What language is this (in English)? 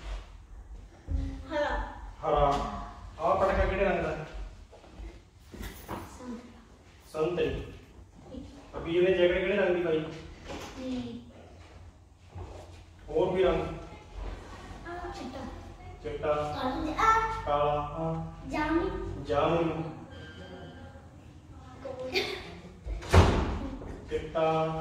Punjabi